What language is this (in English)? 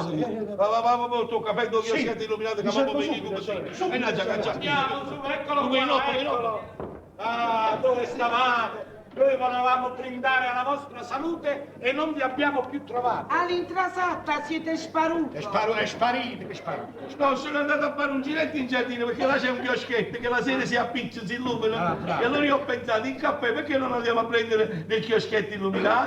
Neapolitan